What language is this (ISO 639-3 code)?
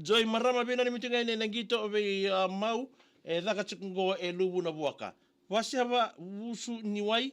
fij